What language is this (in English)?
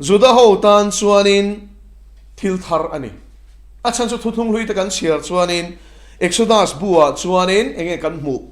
Mizo